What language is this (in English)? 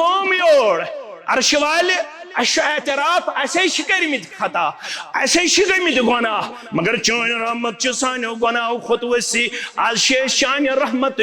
Kashmiri